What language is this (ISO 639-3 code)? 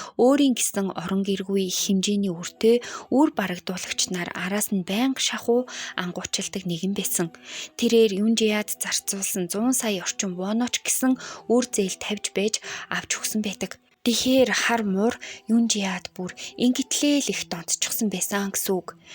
mon